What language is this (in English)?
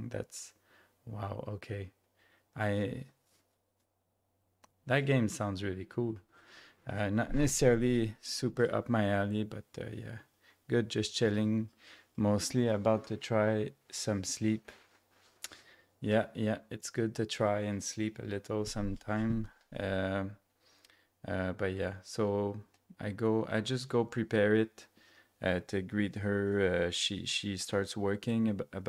English